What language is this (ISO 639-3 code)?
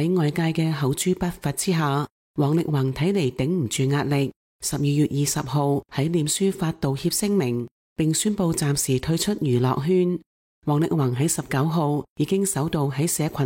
yue